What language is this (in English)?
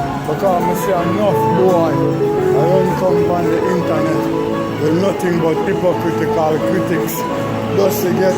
Jamaican Creole English